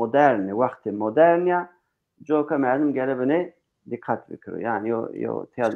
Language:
Zaza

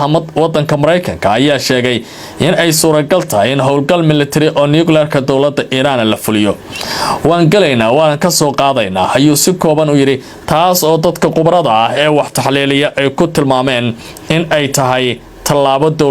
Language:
Somali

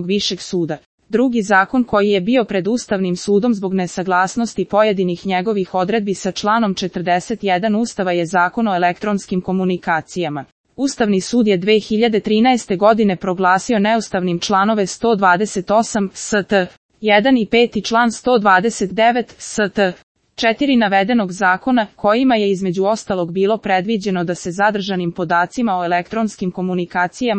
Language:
Serbian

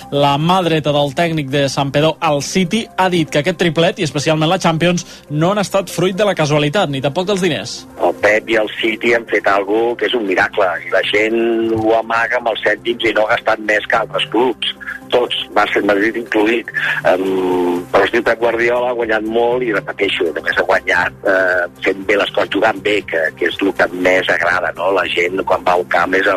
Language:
Catalan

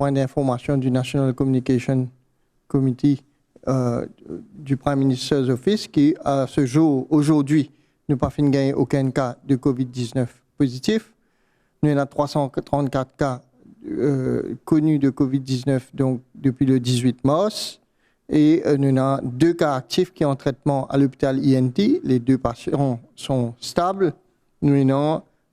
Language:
Morisyen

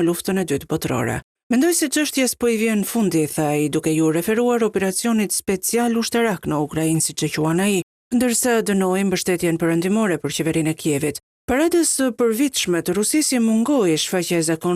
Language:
Albanian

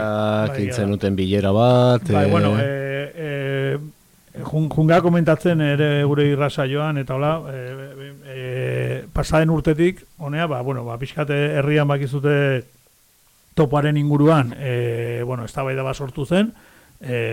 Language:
Basque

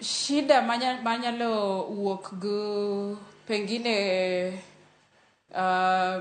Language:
Luo (Kenya and Tanzania)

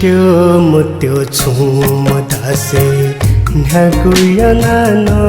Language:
Newari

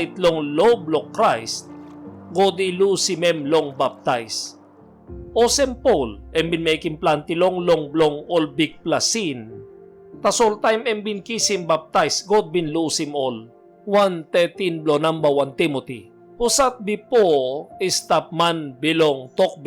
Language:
Tok Pisin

